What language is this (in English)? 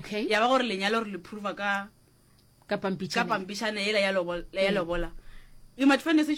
Northern Sotho